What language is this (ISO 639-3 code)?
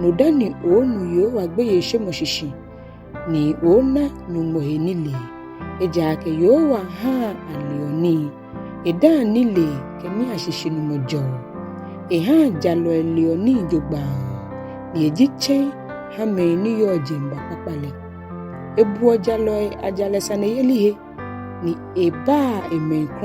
gaa